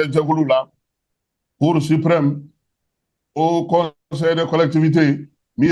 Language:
Bambara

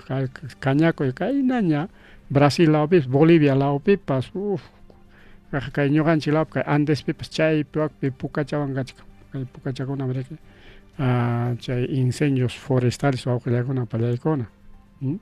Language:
Ayacucho Quechua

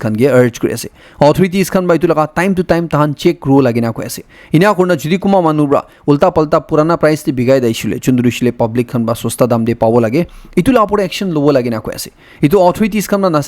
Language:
Naga Pidgin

